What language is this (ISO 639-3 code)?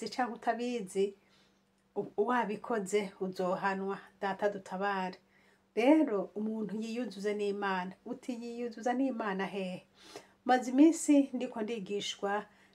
run